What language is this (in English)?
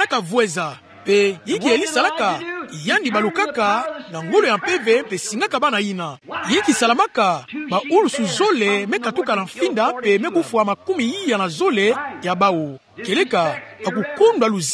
Kituba (Democratic Republic of Congo)